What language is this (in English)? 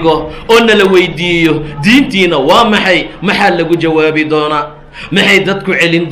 Somali